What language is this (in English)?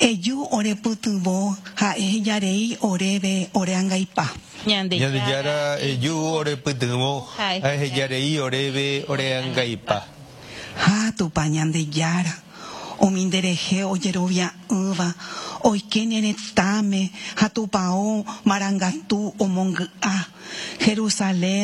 Guarani